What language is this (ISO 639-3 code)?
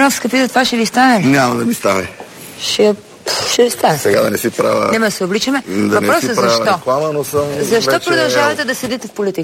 bul